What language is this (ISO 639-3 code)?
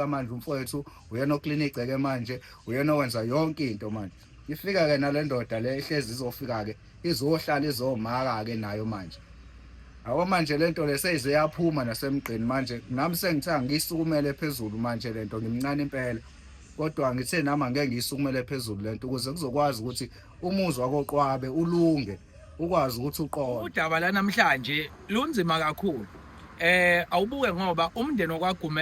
zul